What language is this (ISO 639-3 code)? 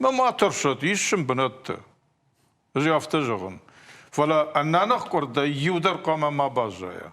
oss